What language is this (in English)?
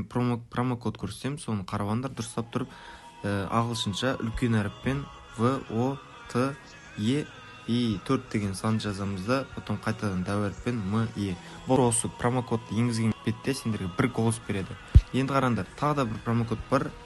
Kara-Kalpak